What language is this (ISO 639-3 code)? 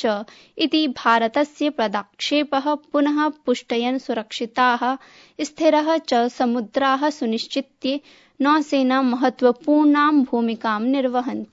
san